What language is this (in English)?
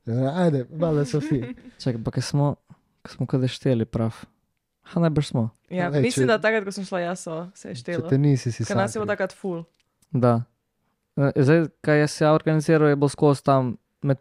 Slovenian